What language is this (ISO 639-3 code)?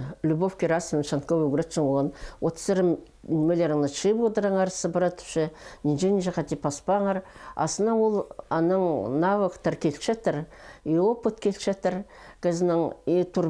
kjh